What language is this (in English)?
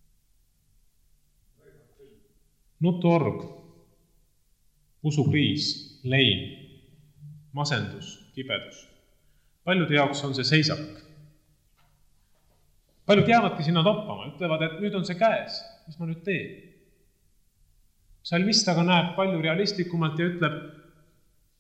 Estonian